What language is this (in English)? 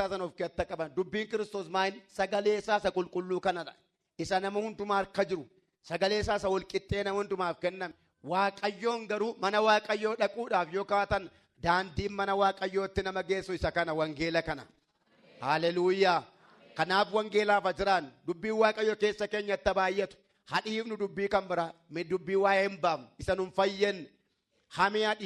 Oromo